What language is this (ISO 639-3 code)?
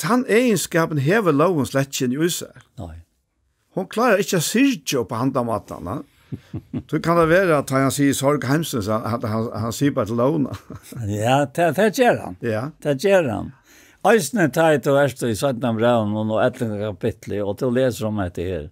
fao